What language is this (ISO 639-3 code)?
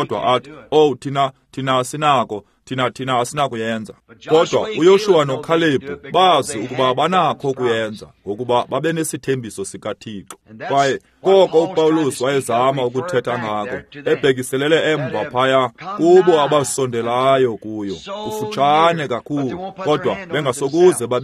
xho